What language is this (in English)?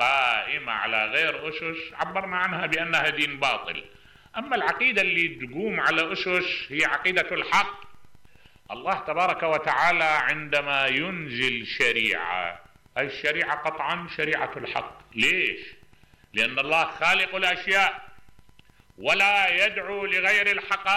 Mesopotamian Arabic